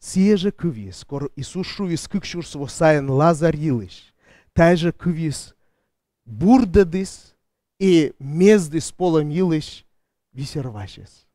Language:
Komi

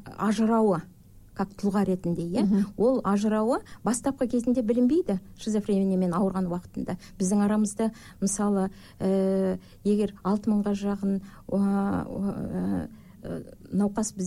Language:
Kazakh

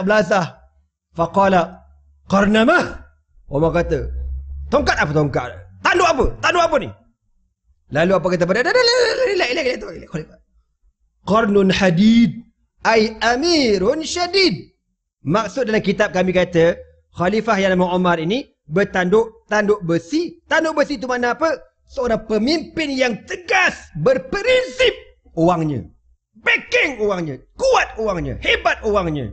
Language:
Malay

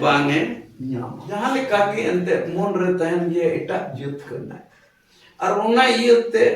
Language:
Santali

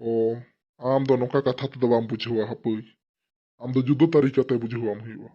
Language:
Santali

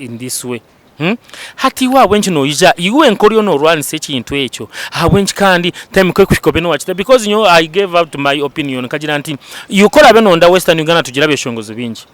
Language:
Nyankole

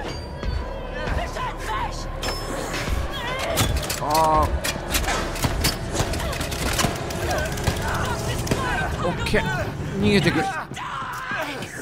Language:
Japanese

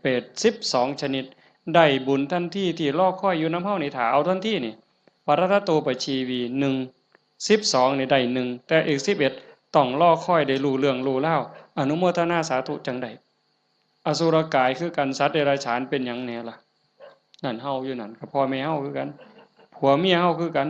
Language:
Northeastern Thai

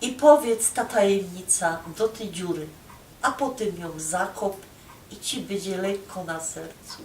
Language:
Silesian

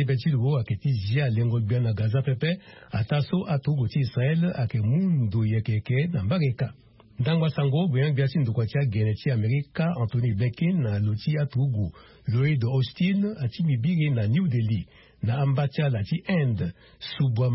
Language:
Sango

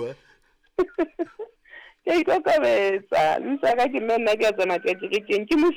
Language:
Southern Sotho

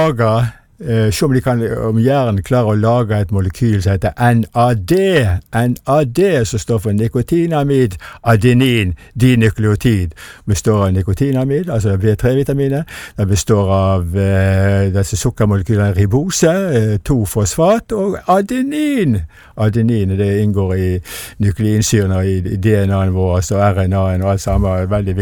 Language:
Norwegian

